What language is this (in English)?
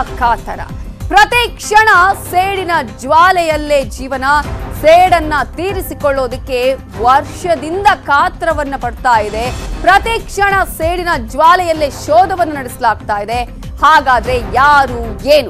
Kannada